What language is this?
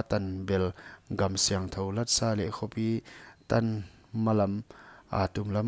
Paite Chin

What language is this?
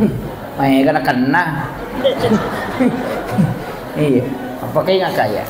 Buginese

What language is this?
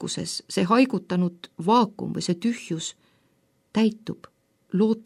Estonian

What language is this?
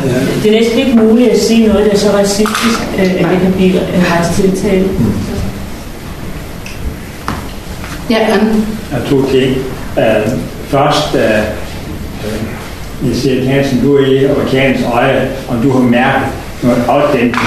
Danish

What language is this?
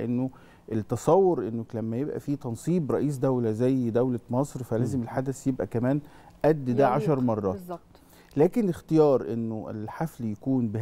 Egyptian Arabic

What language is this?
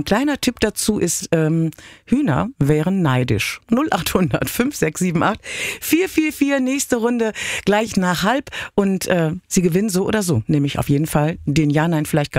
German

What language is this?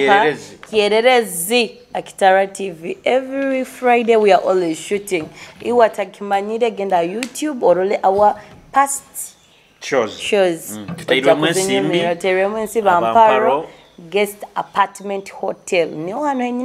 Nyoro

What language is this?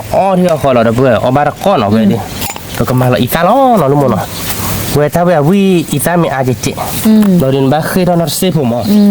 S'gaw Karen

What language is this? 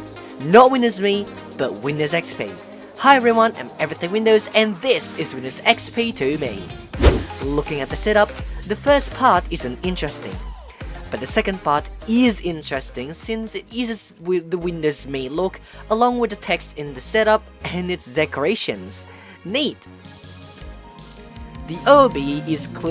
English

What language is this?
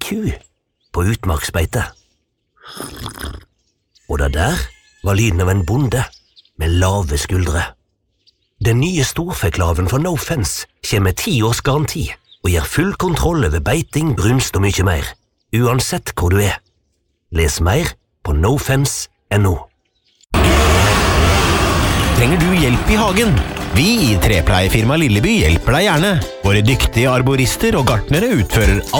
Norwegian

